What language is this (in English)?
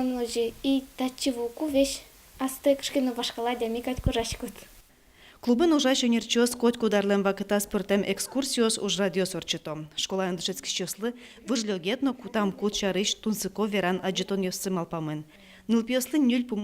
Udmurt